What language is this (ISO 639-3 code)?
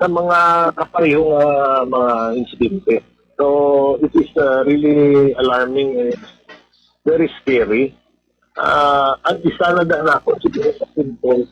hil